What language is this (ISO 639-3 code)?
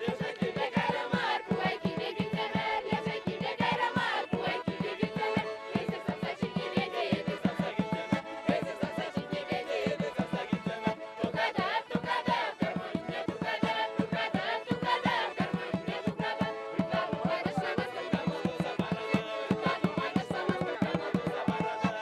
chv